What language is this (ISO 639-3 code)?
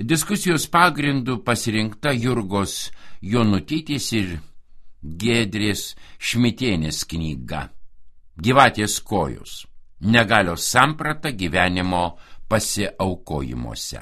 lit